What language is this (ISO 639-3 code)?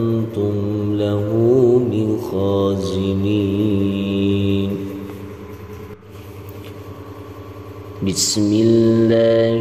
ara